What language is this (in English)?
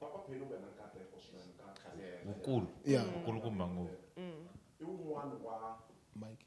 Tsonga